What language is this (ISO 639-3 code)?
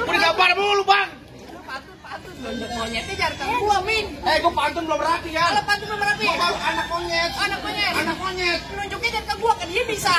bew